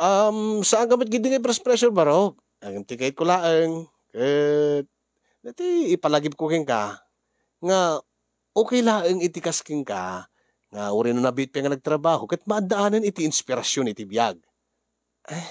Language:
Iloko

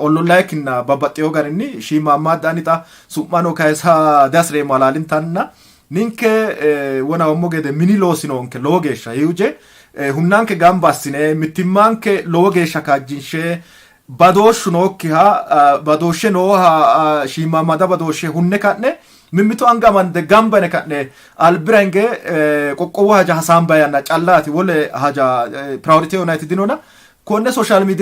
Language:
Sidamo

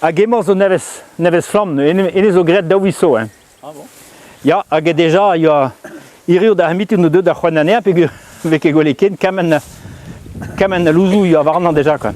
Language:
Breton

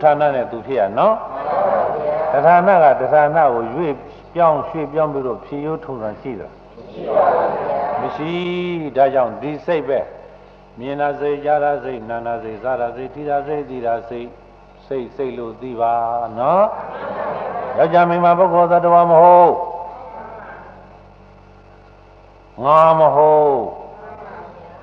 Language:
Burmese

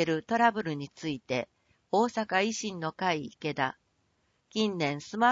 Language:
Japanese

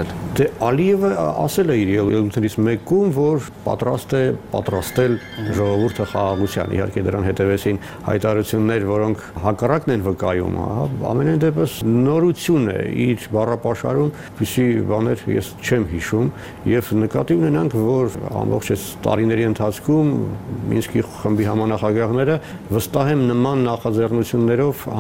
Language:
Armenian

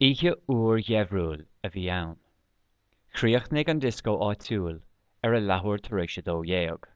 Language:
Irish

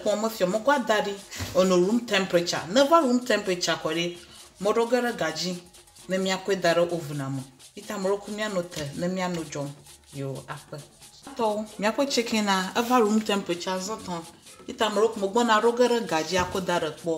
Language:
Ewe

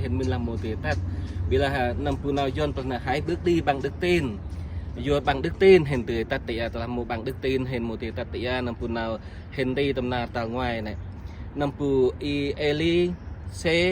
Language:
Central Mnong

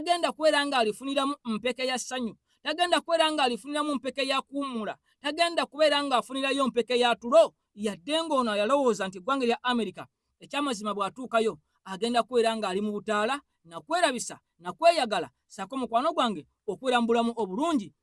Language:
Ganda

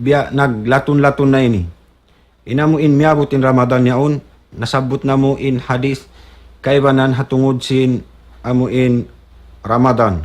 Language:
Tausug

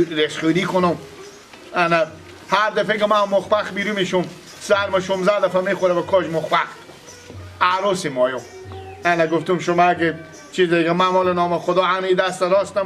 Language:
Persian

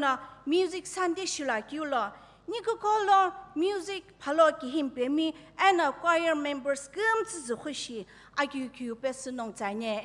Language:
Sumi Naga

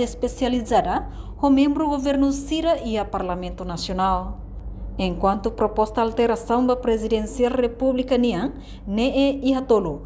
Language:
Tetum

